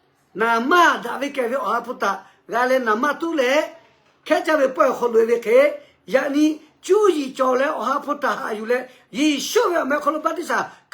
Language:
Lahu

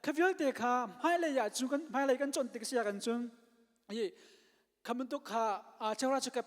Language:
Hakha Chin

